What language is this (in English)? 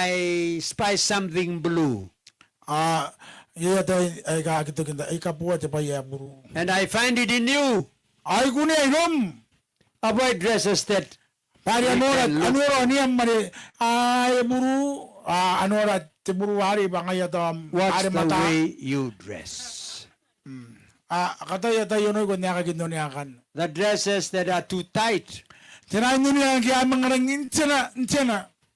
Gilbertese